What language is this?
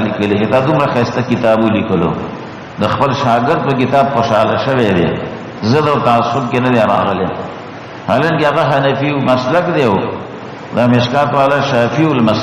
Pashto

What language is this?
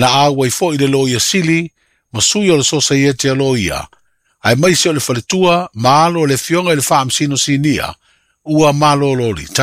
Samoan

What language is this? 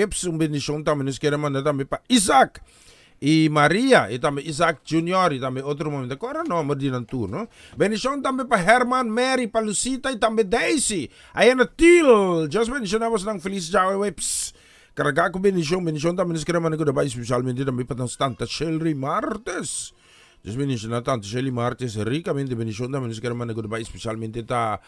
Papiamento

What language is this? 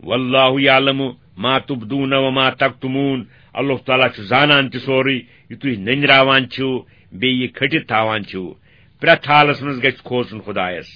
Kashmiri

